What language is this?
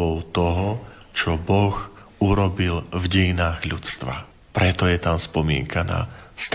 Slovak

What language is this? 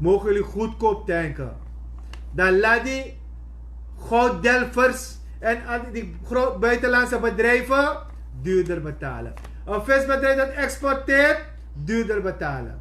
Sranan Tongo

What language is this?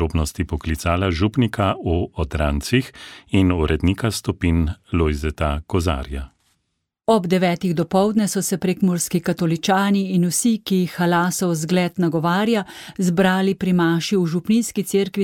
Slovenian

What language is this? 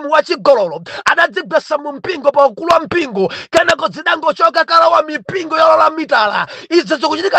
Nyanja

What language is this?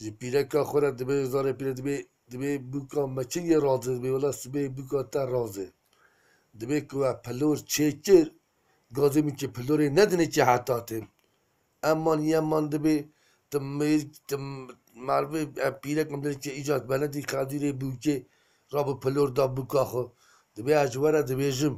Kurdish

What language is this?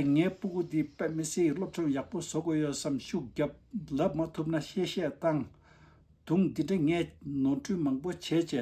Tibetan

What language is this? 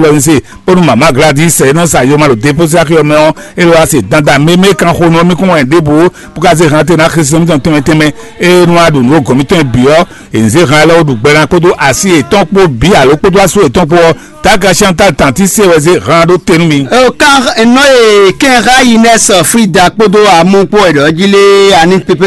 Fon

